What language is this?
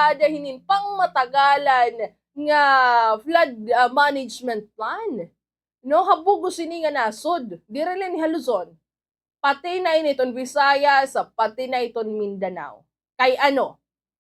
Waray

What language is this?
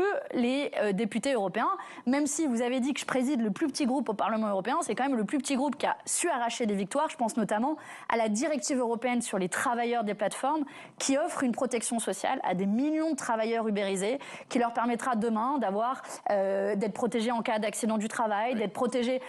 French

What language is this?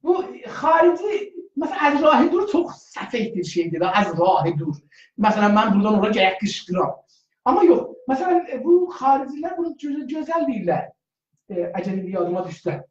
South Azerbaijani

